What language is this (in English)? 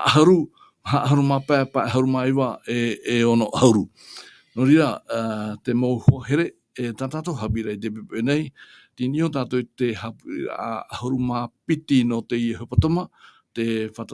Tahitian